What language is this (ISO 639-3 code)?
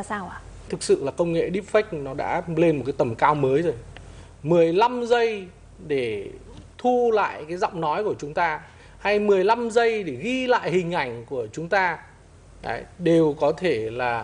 vie